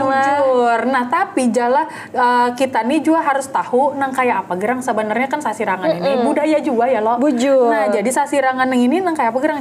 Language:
Banjar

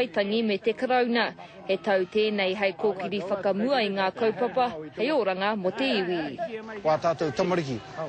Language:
Māori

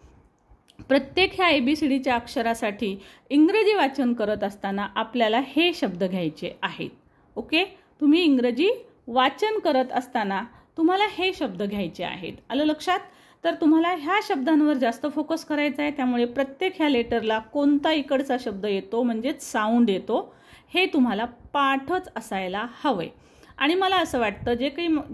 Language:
Marathi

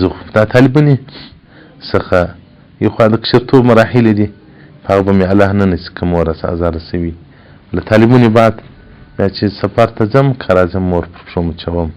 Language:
Pashto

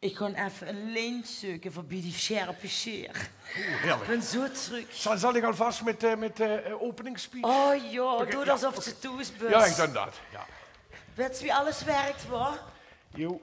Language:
Limburgish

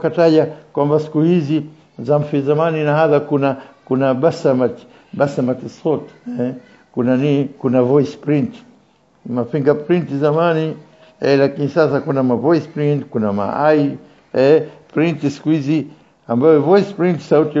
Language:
Swahili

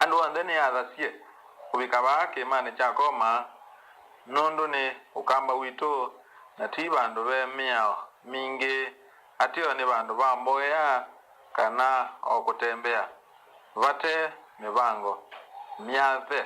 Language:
Kamba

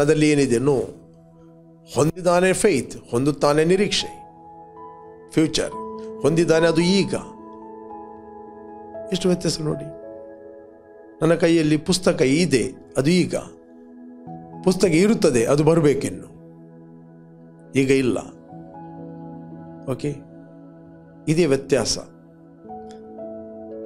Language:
Kannada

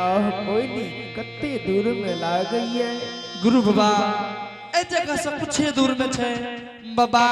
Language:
Angika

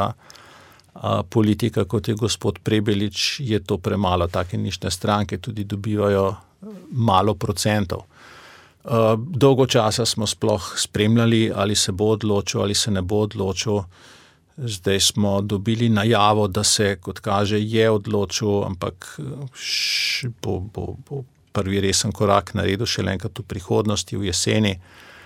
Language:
Slovenian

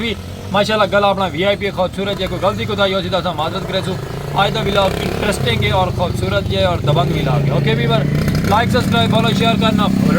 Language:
Saraiki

